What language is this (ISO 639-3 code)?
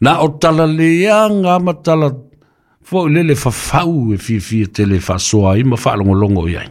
smo